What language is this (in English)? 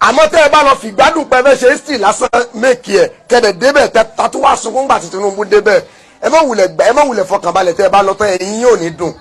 Yoruba